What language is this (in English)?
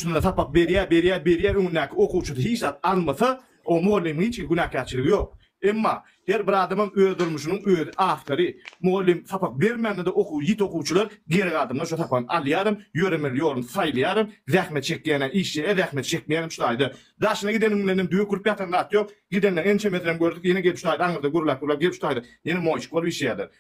Turkmen